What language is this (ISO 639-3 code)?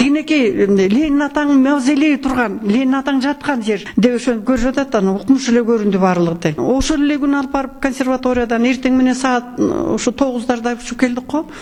kir